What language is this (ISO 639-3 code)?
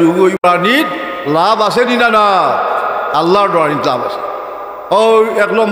syl